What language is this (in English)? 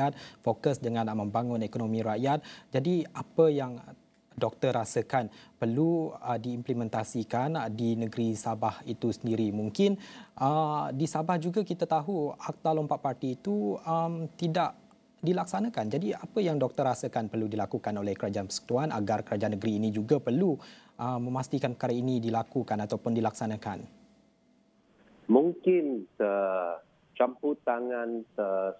Malay